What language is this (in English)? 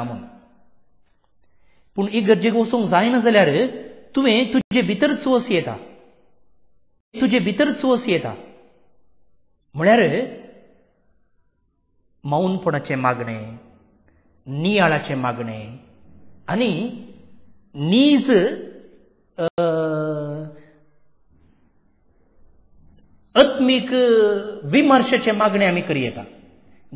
Konkani